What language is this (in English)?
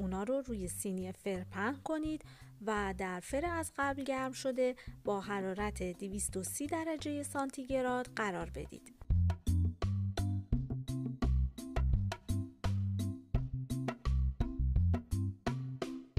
Persian